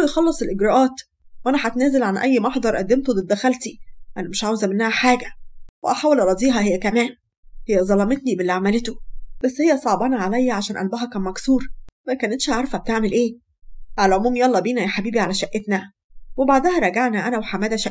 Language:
Egyptian Arabic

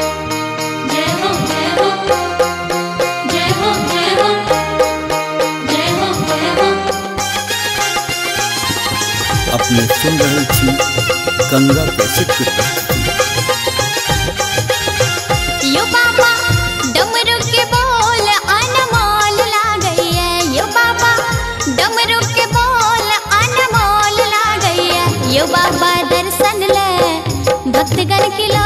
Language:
Maithili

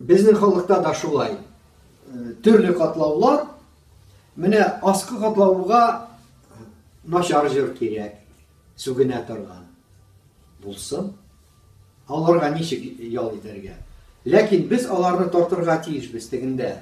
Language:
Tatar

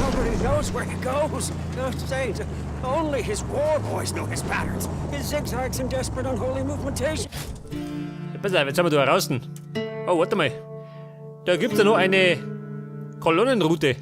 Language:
Bavarian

